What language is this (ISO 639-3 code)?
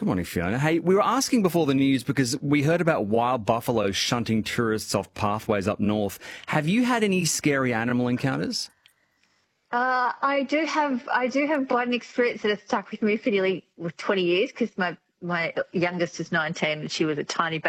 eng